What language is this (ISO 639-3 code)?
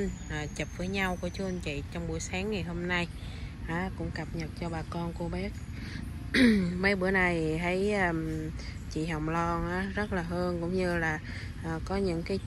vie